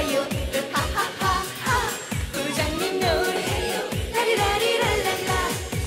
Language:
Korean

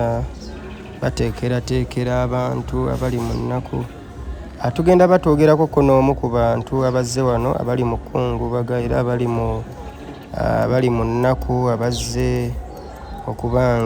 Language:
Ganda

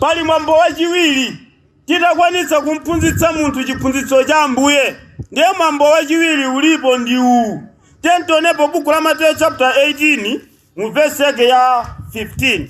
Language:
Nyanja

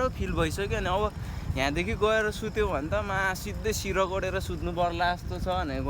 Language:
Nepali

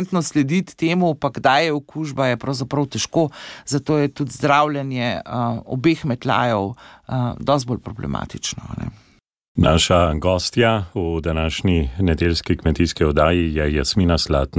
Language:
Slovenian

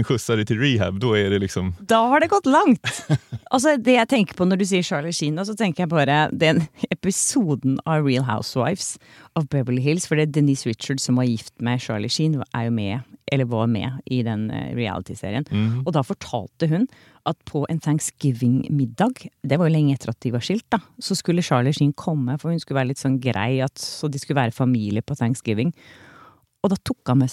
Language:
Norwegian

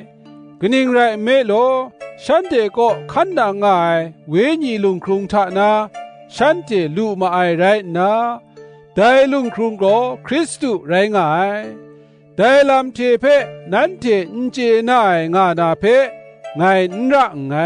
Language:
Kachin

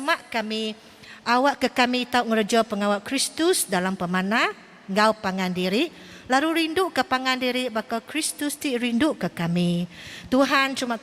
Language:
Iban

